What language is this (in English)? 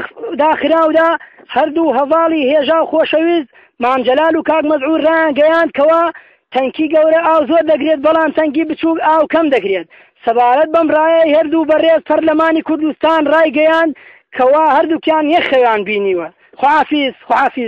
Central Kurdish